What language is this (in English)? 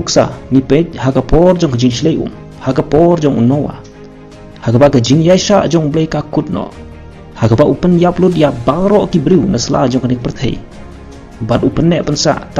Khasi